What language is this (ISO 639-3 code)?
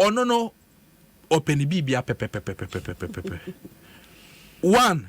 aka